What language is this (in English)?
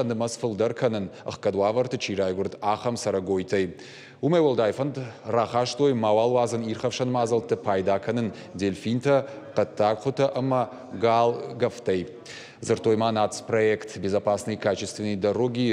Ossetic